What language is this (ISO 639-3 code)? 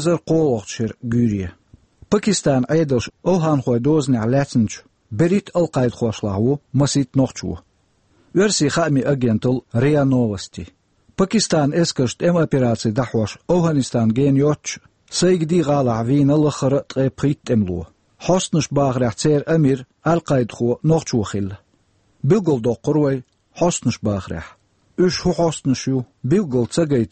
che